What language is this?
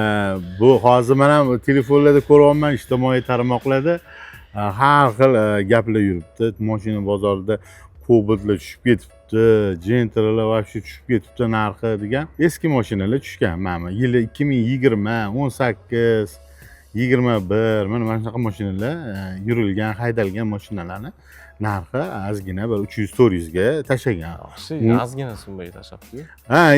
Uzbek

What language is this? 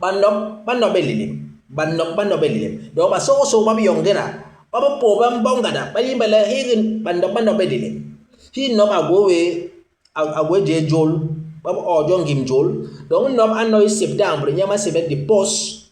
Basaa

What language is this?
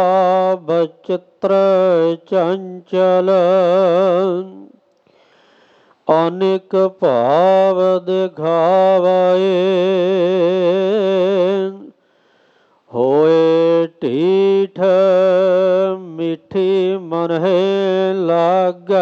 Punjabi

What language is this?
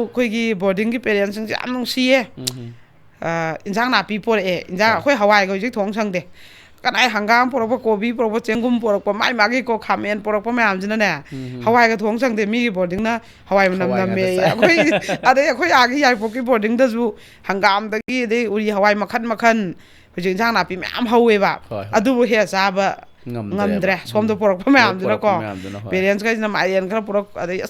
Manipuri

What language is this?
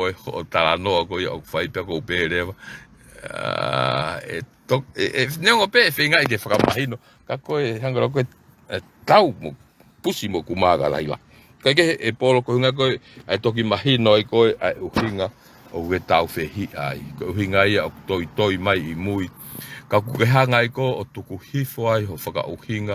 Tongan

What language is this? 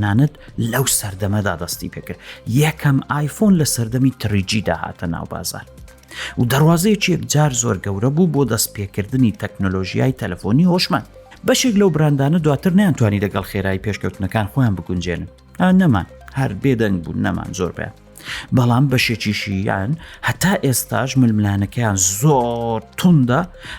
Central Kurdish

